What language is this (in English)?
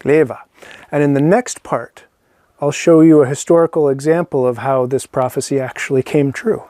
Scottish Gaelic